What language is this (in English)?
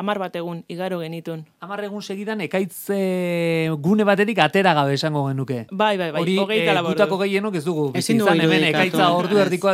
Basque